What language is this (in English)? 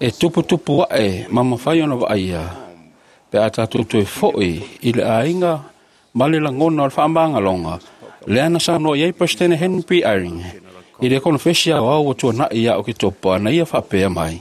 Samoan